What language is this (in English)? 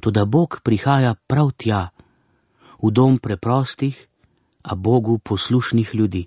Slovenian